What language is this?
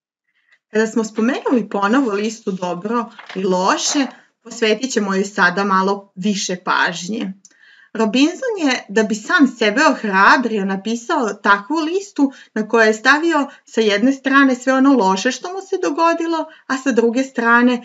Serbian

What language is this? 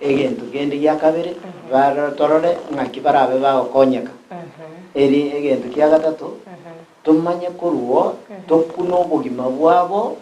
Gusii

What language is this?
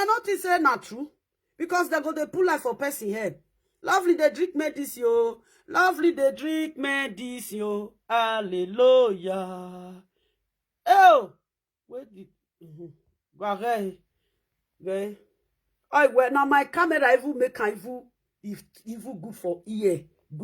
Nigerian Pidgin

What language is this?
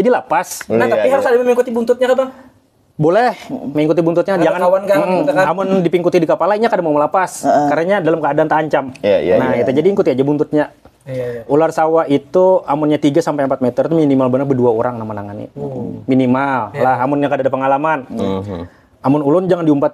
Banjar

